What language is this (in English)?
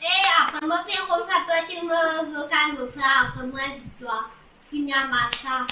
Morisyen